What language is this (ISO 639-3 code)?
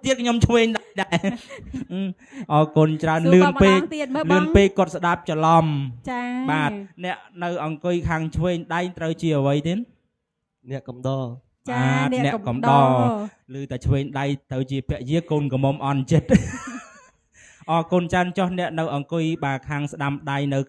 khm